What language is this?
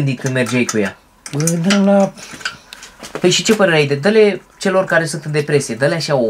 Romanian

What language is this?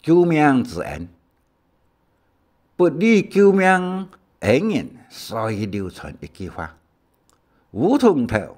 Hakka Chinese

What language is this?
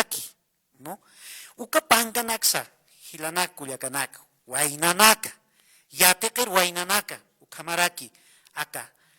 Aymara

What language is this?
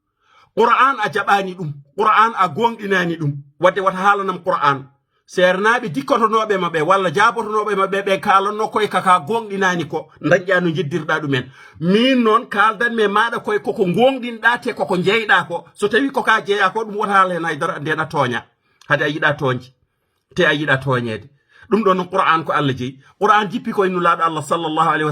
Fula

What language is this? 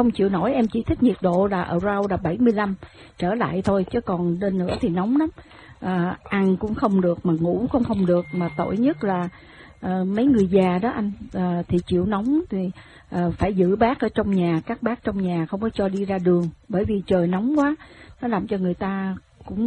Vietnamese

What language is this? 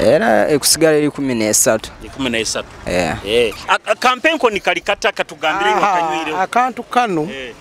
Nyoro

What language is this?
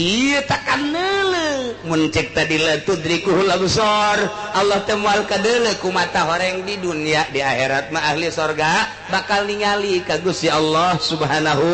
Sundanese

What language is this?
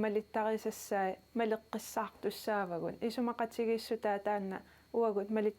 Kalaallisut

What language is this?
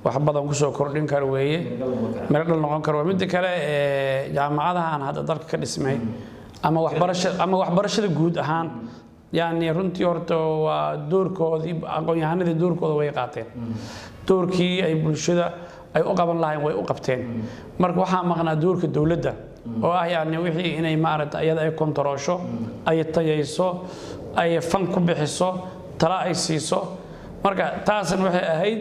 Somali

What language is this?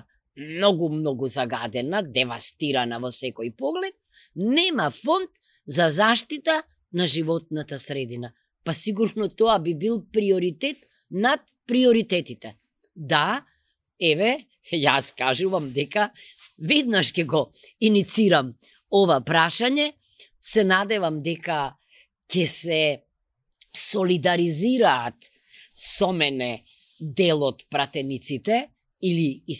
Macedonian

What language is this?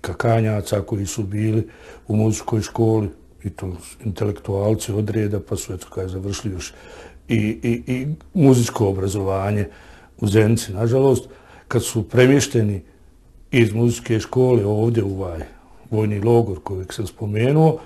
Bosnian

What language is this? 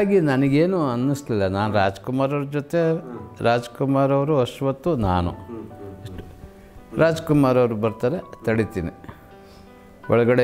Kannada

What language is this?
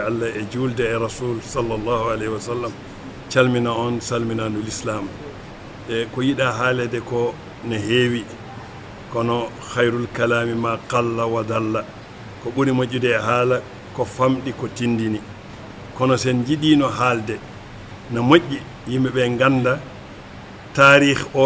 Fula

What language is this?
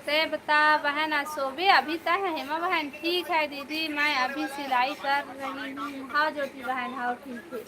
Chhattisgarhi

